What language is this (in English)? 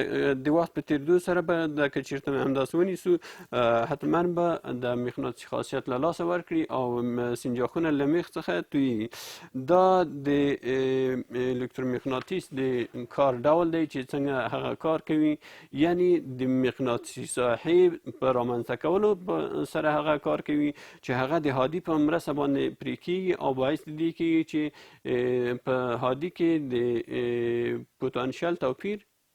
Pashto